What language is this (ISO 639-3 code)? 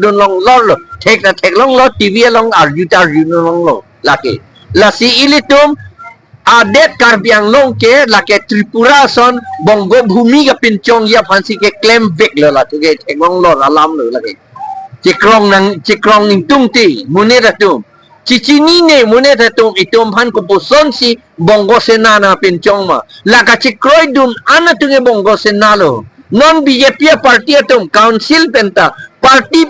mjw